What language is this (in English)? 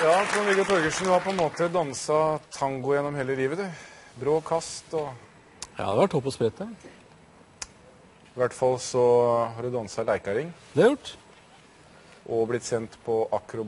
Norwegian